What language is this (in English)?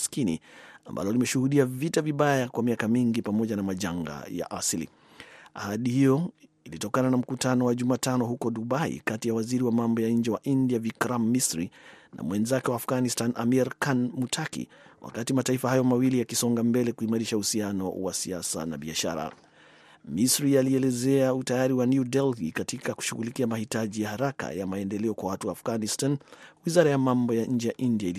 Swahili